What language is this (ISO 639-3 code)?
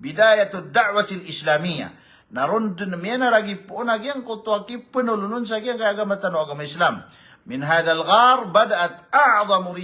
mrw